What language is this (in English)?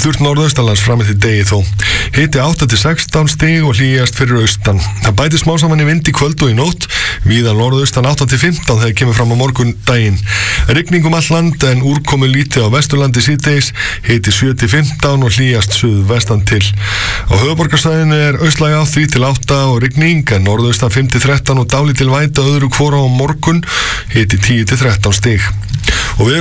Icelandic